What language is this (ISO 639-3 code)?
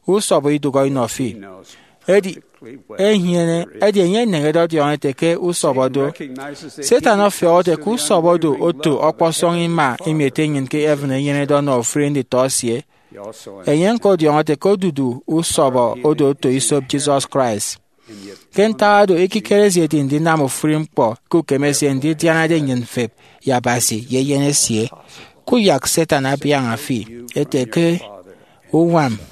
efi